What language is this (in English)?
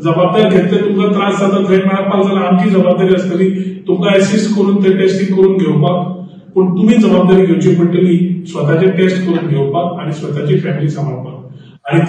Konkani